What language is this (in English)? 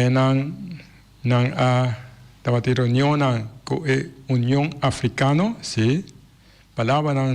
Papiamento